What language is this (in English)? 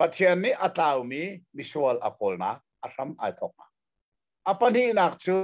Hakha Chin